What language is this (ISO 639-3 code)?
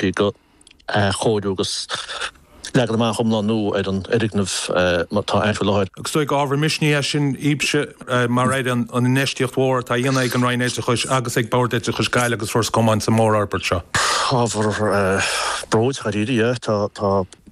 gle